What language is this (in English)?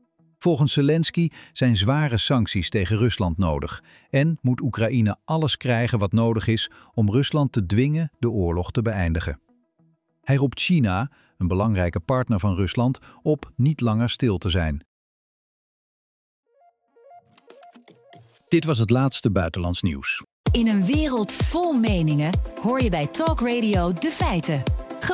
Dutch